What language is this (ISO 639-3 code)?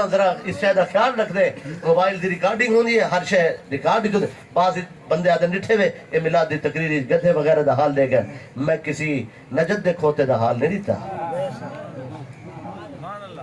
skr